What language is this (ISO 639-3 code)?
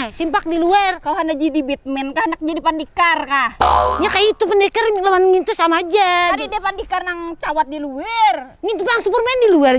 bjn